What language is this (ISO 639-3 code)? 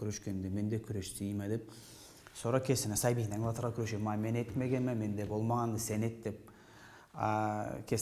krc